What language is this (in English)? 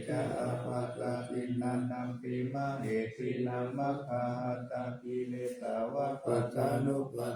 Pali